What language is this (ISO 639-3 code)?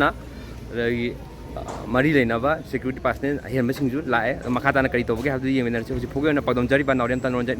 mni